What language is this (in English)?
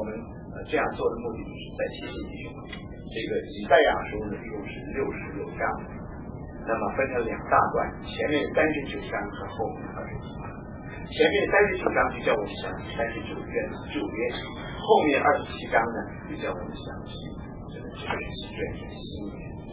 Chinese